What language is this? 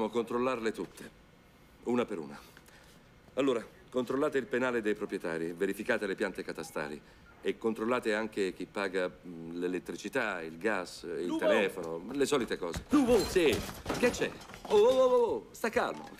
Italian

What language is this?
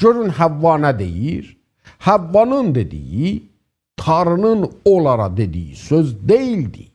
South Azerbaijani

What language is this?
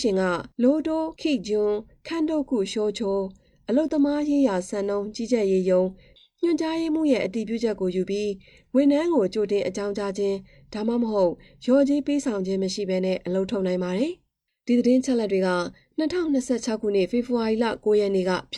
Burmese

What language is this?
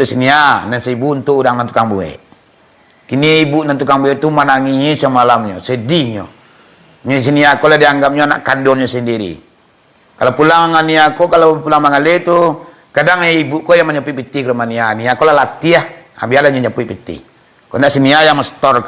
Minangkabau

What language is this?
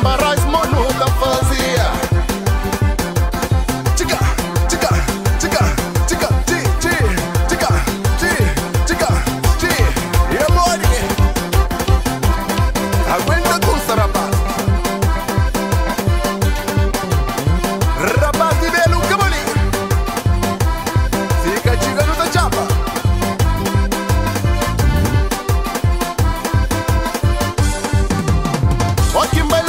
Kabuverdianu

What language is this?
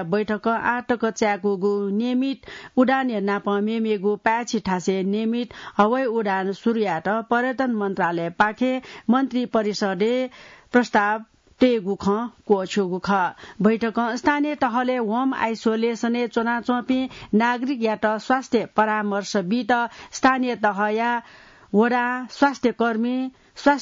Newari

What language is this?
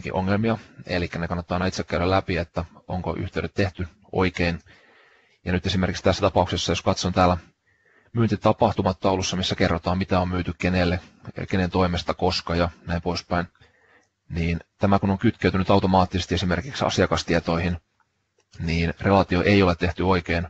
Finnish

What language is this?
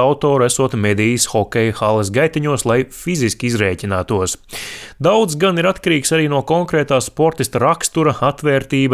Latvian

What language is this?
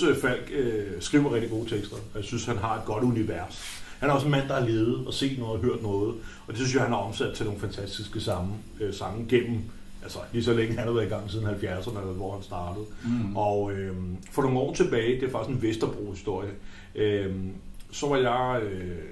Danish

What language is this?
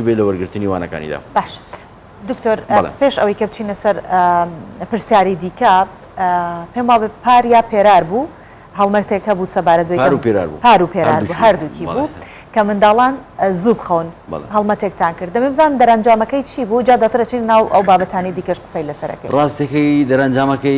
Central Kurdish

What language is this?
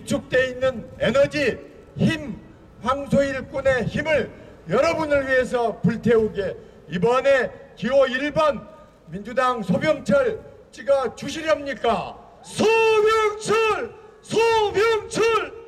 Korean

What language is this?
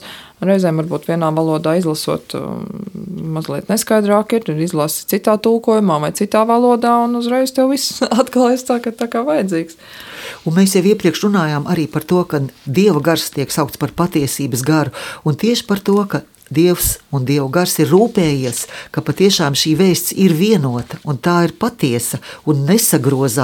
Latvian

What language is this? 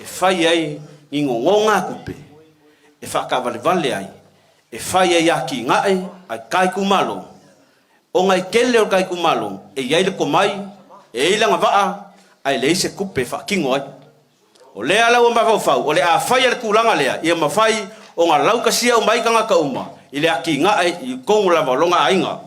Samoan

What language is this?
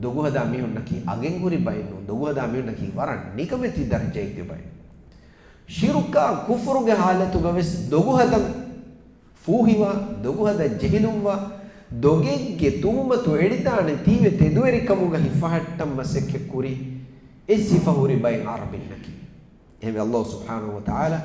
Divehi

